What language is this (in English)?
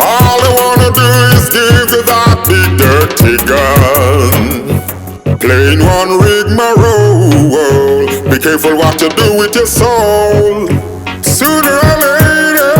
Jamaican Creole English